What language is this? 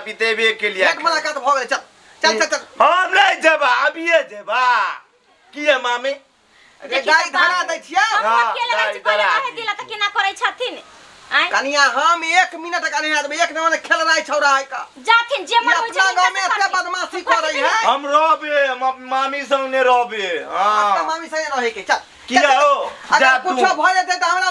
Maithili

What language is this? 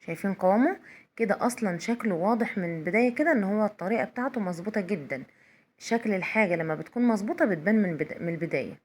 Egyptian Arabic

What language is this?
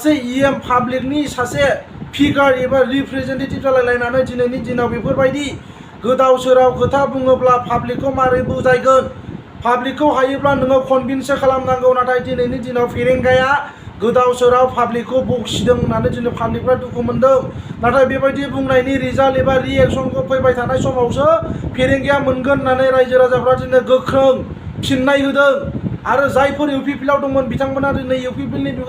Bodo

